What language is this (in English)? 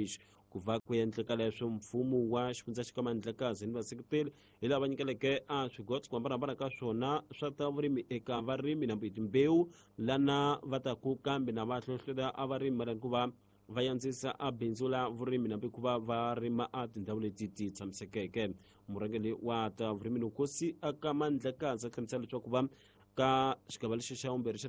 Tsonga